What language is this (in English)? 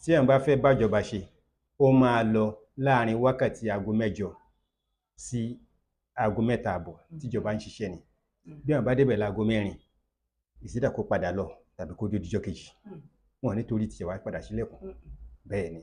Yoruba